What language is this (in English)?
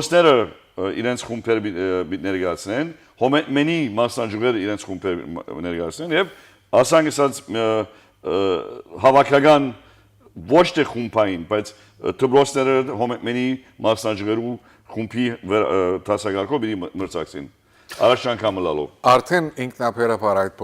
Western Armenian